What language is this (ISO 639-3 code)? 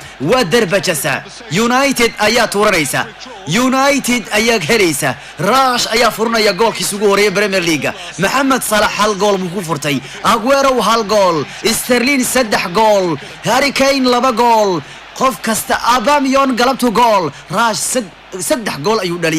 som